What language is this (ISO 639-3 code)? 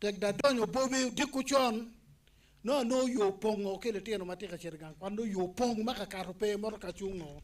ach